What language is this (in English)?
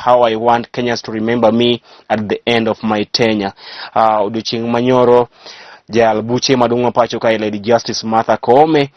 Luo (Kenya and Tanzania)